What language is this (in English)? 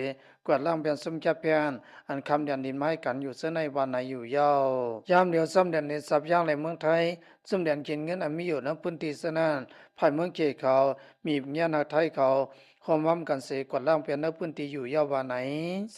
Shan